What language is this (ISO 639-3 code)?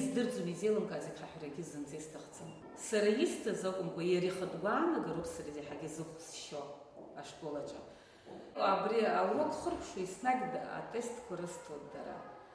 abk